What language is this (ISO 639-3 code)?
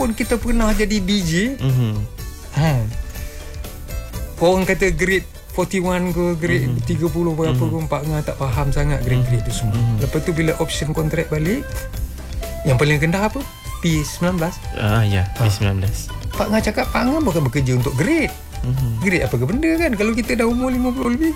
msa